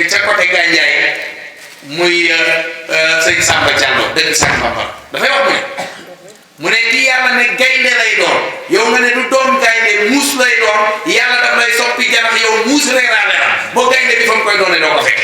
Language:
Wolof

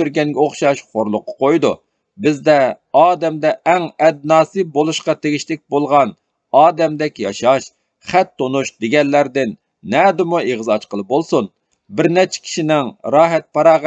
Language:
Uyghur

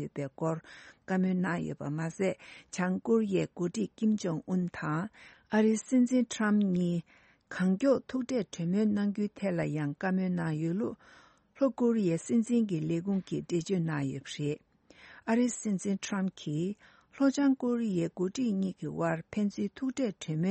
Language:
Tibetan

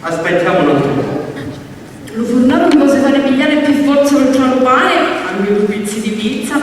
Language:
Sicilian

